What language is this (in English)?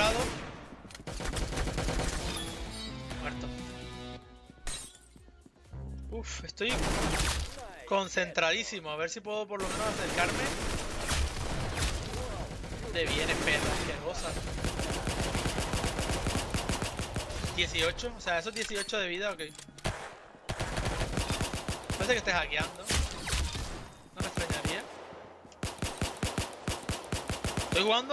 Spanish